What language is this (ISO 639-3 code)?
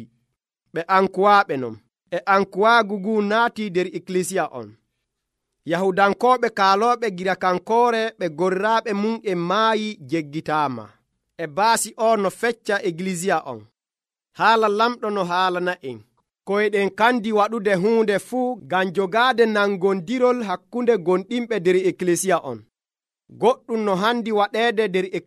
fuv